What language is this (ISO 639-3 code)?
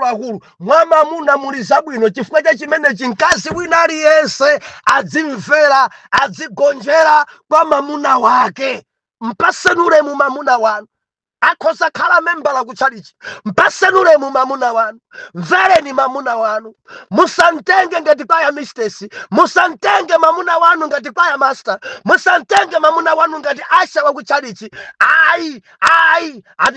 nya